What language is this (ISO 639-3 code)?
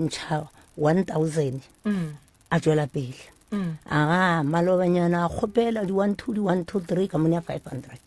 nso